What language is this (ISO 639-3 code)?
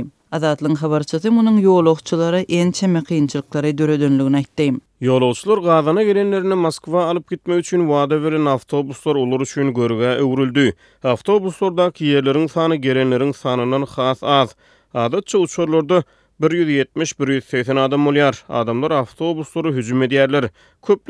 tuk